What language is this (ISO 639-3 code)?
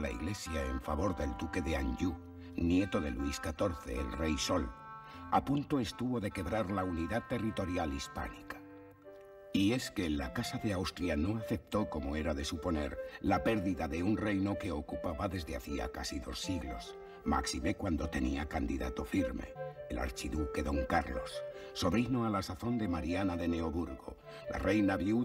spa